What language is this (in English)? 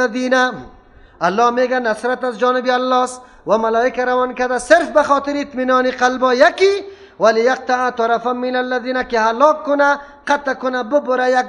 Persian